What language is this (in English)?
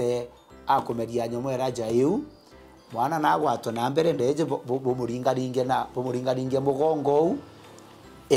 Meru